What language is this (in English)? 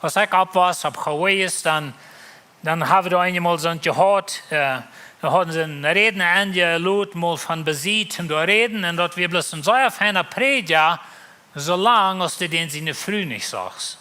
Plautdietsch